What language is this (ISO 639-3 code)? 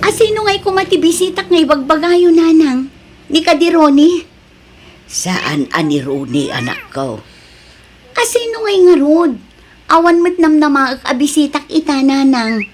ilo